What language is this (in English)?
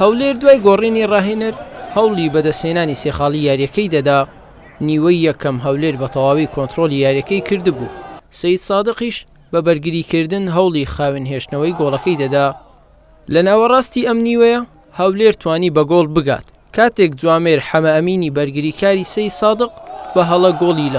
Central Kurdish